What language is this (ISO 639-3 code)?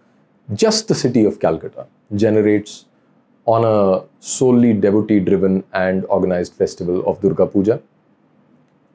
eng